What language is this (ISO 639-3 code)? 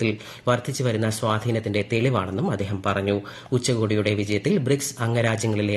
mal